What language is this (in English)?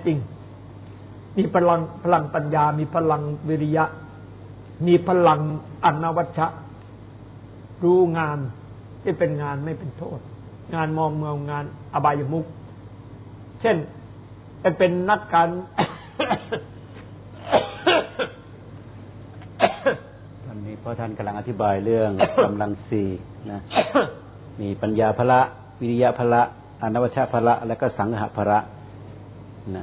Thai